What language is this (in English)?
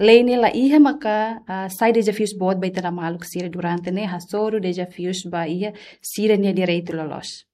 Tetum